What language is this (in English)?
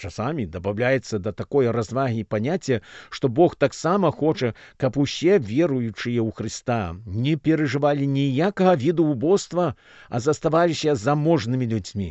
Belarusian